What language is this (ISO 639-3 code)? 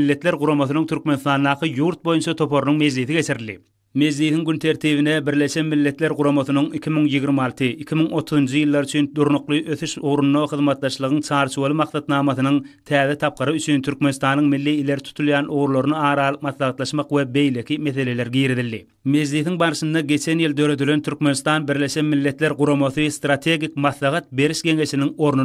tuk